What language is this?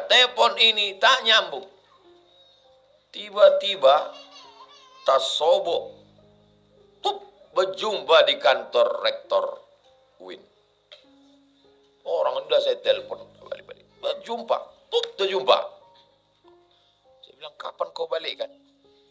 Indonesian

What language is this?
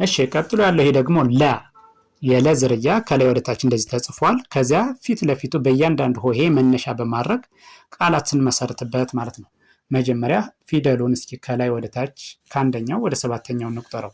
Amharic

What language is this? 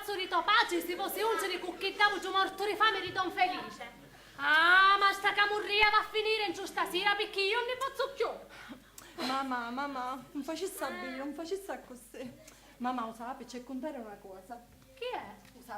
Sicilian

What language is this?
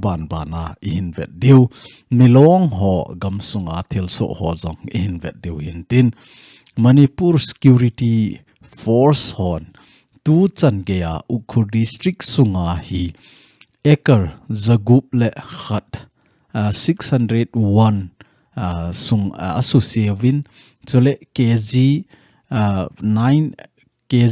Thado Chin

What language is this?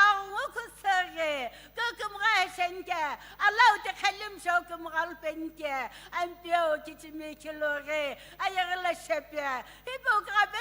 Sumi Naga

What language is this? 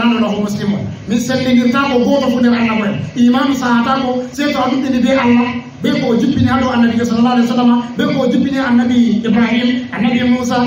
Fula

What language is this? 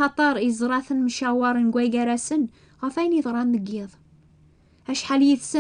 Kabyle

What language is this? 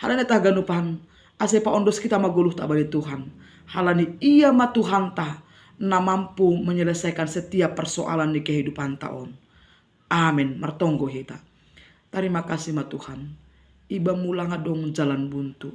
Batak Simalungun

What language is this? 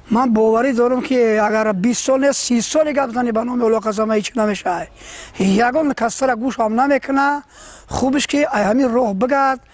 Tajik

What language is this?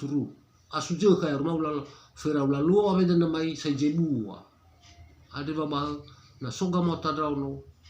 Nias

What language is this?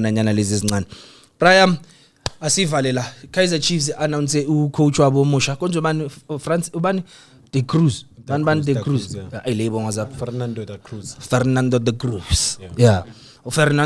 Zulu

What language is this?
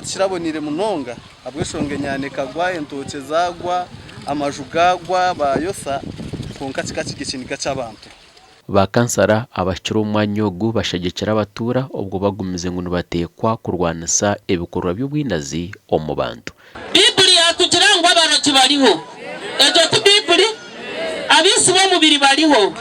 Nyankole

